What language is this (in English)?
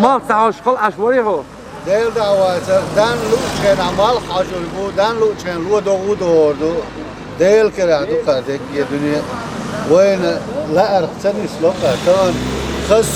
Chechen